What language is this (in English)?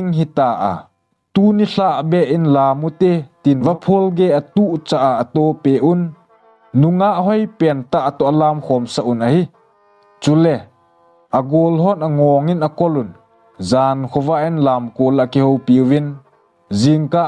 Thado Chin